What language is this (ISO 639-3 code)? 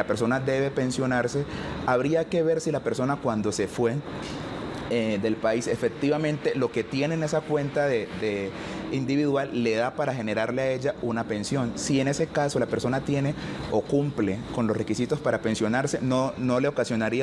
spa